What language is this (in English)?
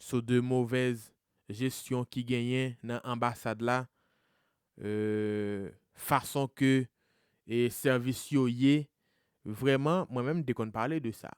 Haitian Creole